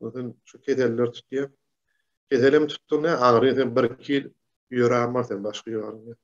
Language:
Turkmen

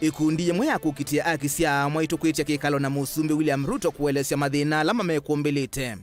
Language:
Kamba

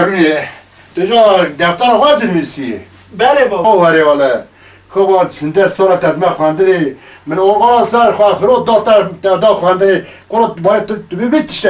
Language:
Kurdish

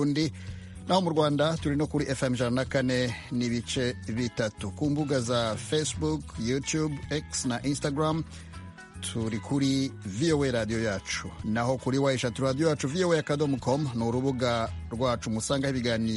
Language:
Kinyarwanda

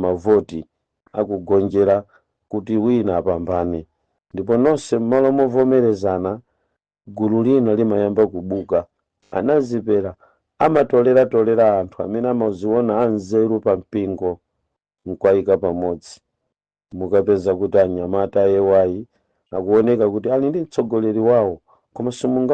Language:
Nyanja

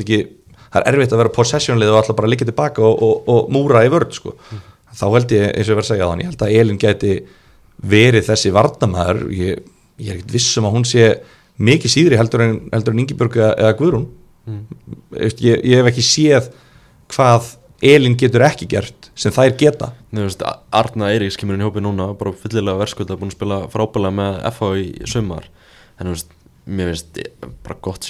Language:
Icelandic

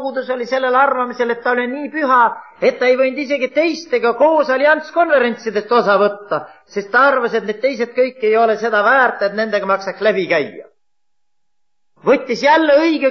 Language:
Estonian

